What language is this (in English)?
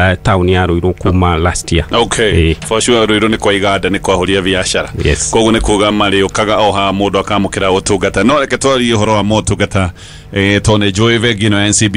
Kikuyu